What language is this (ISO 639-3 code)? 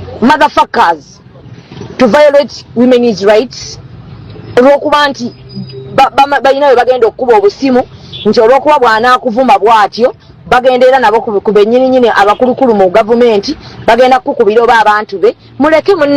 lug